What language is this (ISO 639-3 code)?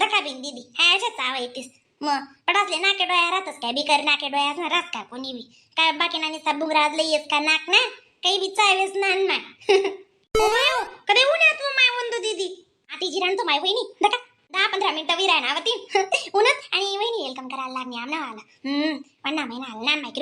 khn